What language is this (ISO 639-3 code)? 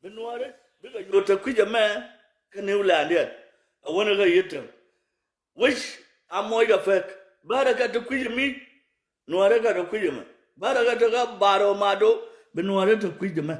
nus